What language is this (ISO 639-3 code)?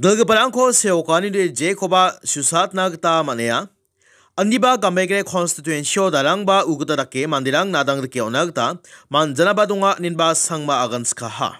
grt